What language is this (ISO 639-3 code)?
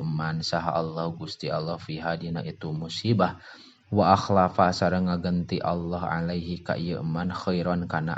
sun